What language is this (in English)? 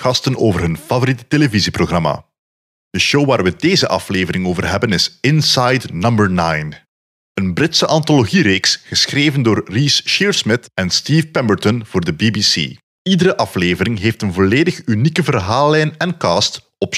Dutch